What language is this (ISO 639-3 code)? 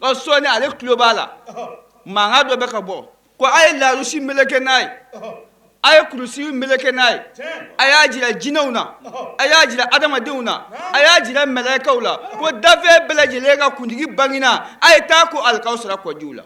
bam